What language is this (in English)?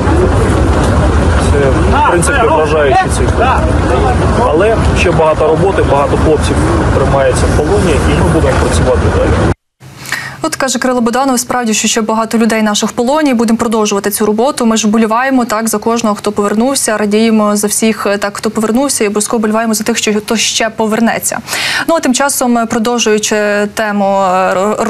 Ukrainian